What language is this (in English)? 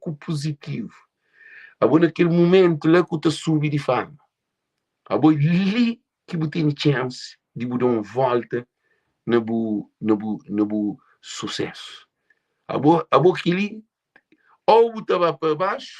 Kabuverdianu